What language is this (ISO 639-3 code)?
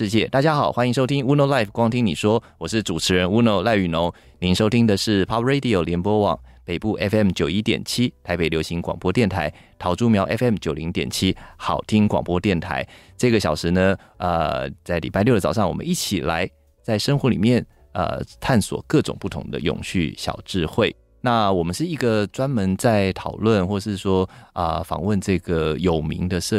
zho